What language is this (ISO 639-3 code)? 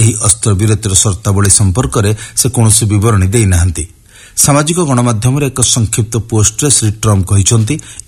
ori